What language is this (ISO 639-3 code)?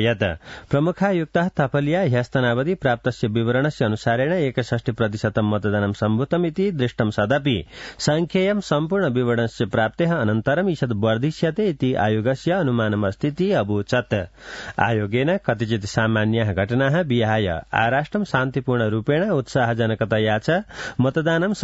san